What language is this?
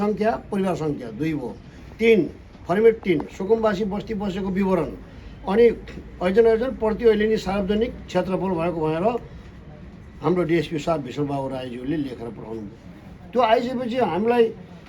Nepali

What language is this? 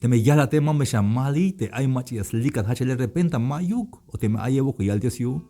Tzeltal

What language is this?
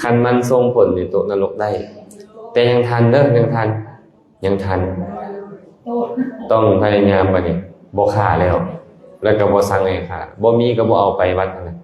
Lao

